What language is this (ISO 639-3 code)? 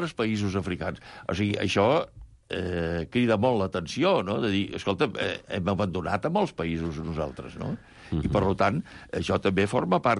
cat